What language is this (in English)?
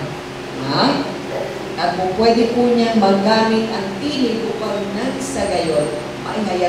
Filipino